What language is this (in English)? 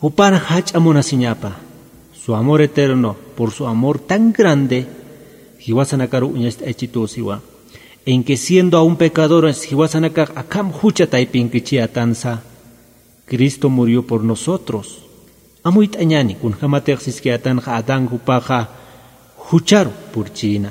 Aymara